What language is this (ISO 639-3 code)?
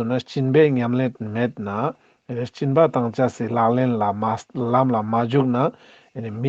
lbj